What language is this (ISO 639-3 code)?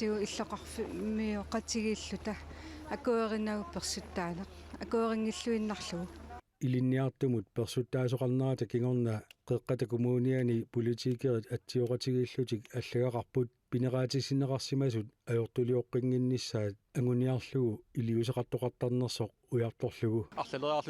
kal